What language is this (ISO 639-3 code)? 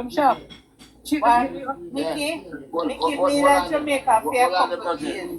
jam